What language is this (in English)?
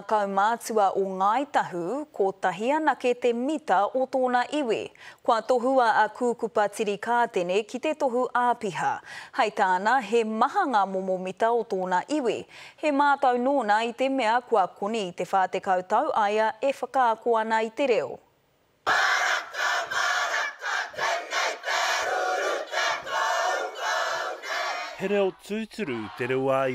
Māori